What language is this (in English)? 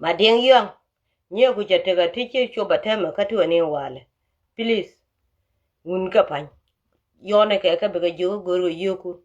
Nuer